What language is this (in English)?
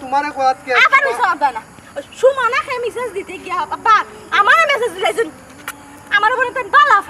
Sylheti